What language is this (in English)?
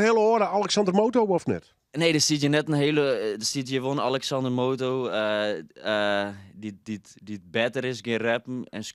Western Frisian